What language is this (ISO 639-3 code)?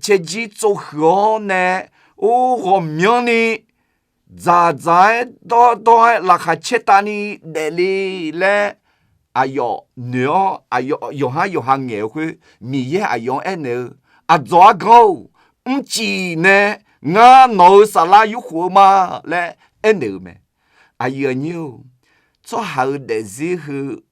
ahk